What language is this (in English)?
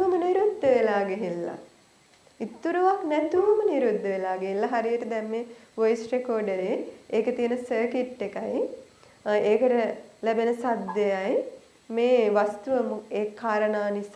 Sinhala